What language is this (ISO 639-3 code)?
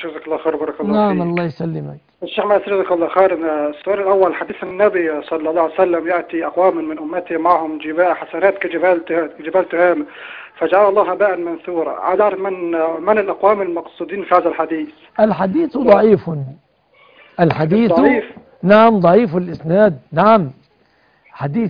ara